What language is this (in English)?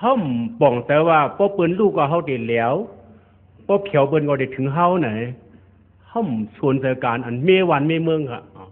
Shan